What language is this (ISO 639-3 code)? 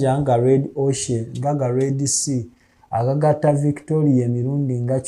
lug